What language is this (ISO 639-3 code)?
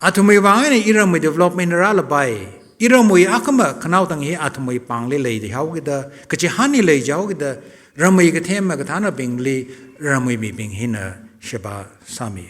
nmf